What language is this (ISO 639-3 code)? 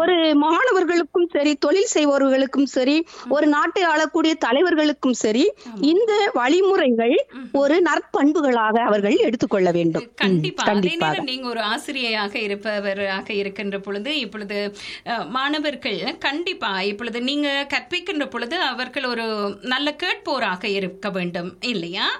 tam